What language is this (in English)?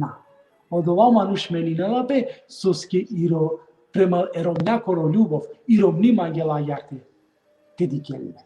Balkan Romani